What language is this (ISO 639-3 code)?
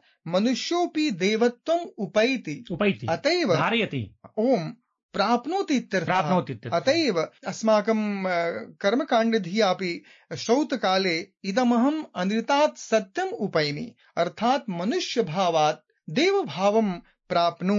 san